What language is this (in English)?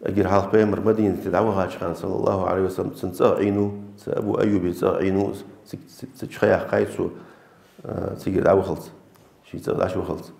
Ingush